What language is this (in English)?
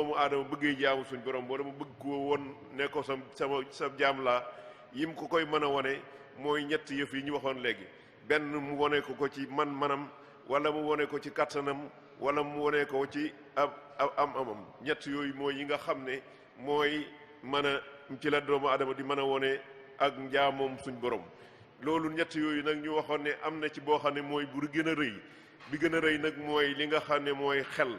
Wolof